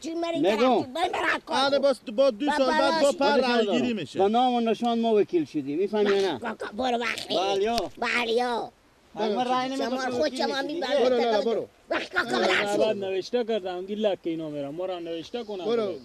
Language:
Persian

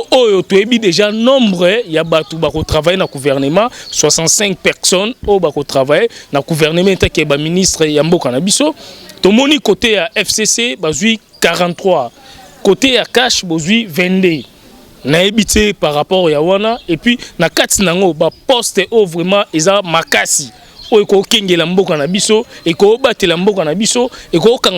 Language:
Lingala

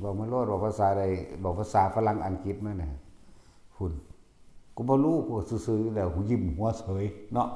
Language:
Northeastern Thai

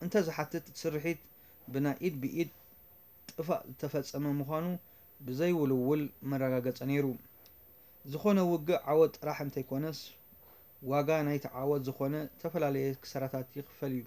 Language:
Tigrinya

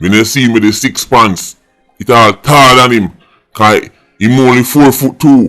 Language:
Jamaican Creole English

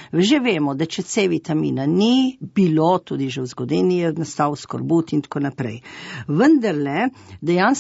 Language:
Slovenian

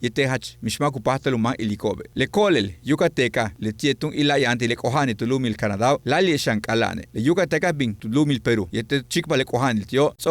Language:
Yucateco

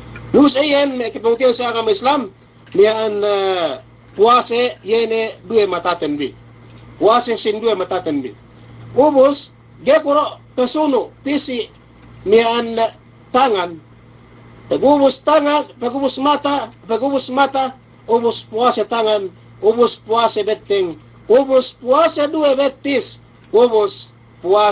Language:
Yakan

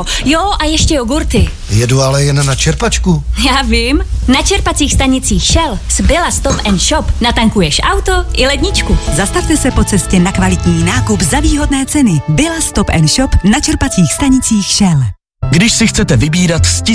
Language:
Czech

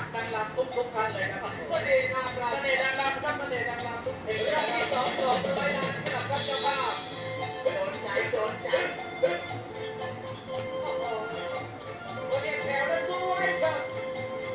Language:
Thai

